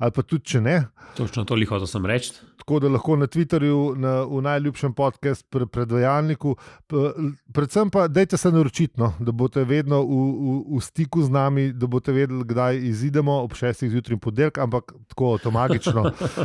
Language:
Slovenian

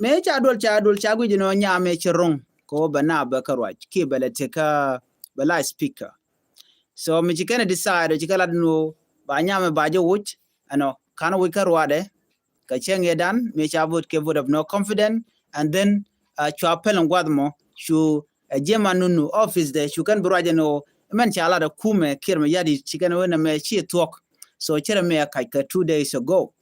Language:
Nuer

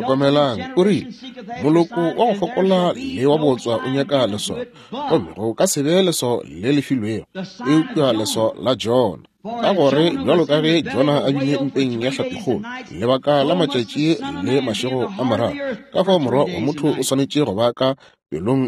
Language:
Northern Sotho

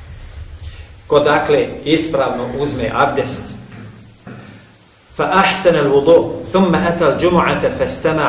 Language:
Bosnian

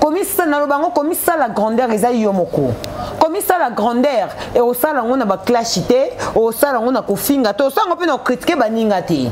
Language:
Lingala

